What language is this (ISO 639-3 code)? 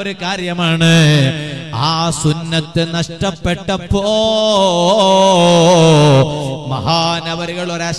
mal